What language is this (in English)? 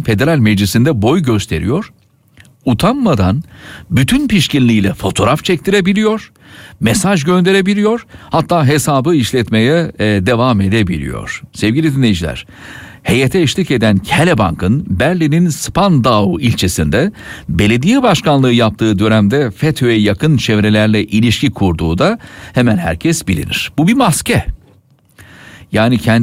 Turkish